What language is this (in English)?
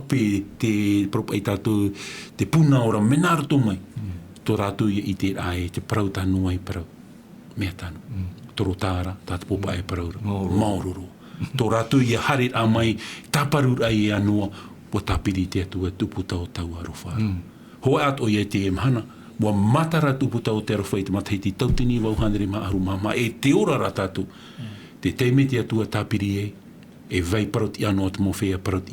Tahitian